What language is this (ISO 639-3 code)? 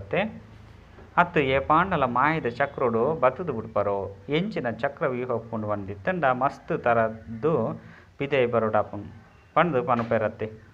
tcy